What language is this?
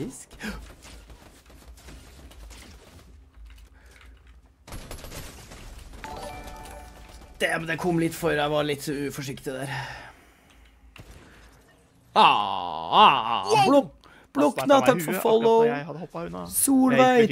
Norwegian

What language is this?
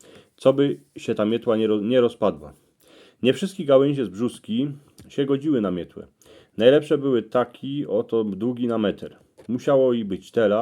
Silesian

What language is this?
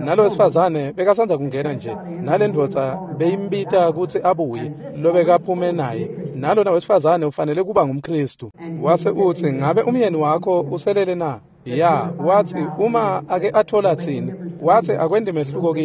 Swati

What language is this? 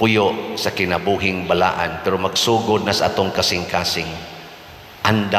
Cebuano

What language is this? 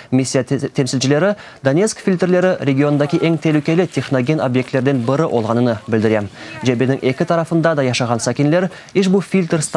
Crimean Tatar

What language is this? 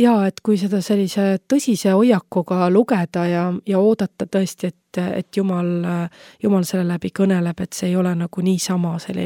Estonian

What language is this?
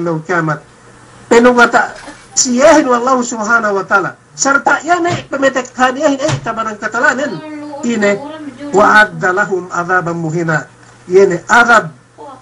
Yakan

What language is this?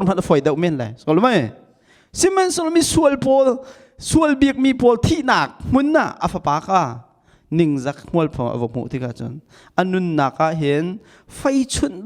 Hakha Chin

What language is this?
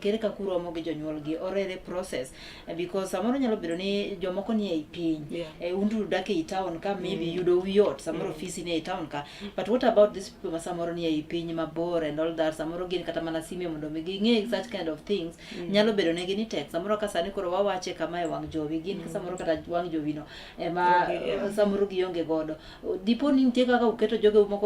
Luo (Kenya and Tanzania)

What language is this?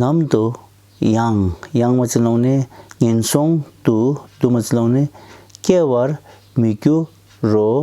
Tibetan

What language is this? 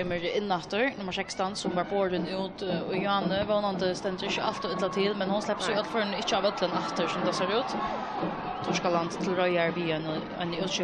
Faroese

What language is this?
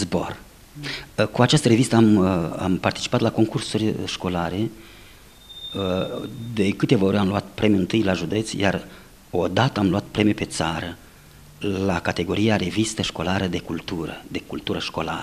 Romanian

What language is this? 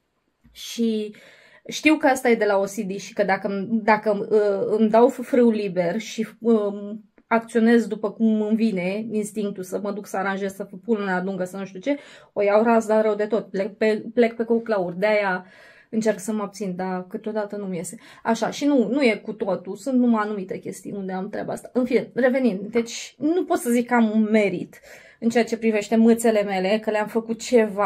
Romanian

